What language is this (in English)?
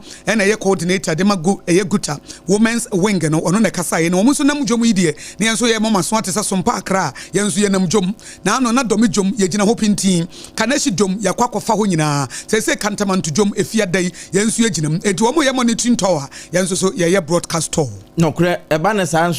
Akan